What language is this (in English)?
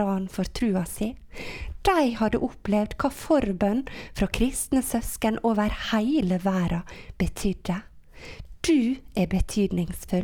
Norwegian